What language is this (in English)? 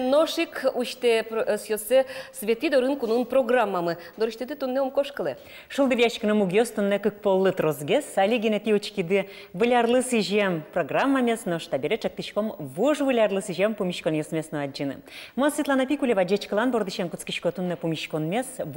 Udmurt